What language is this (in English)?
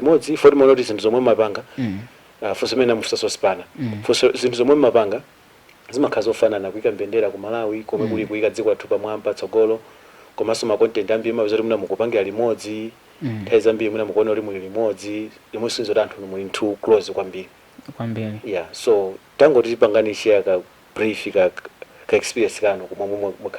Nyanja